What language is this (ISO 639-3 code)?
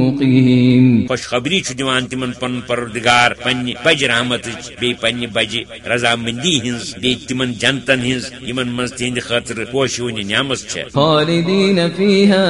kas